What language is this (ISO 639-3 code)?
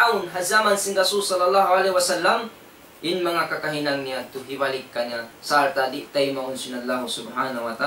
tsg